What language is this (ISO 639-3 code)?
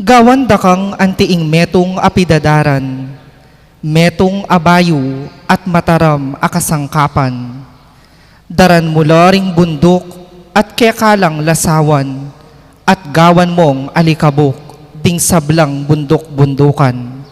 pam